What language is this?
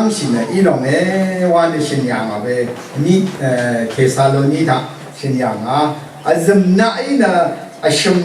Rawang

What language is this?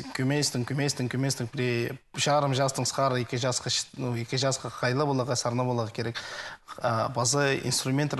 Khakas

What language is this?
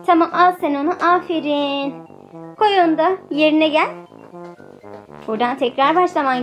Turkish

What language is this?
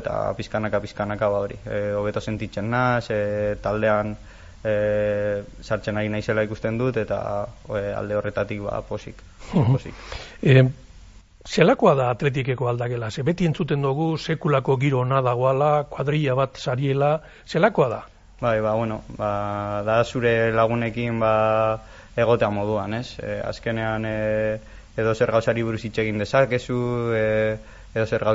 Basque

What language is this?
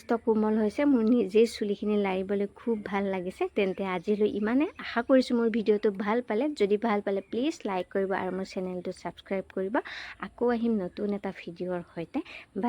Assamese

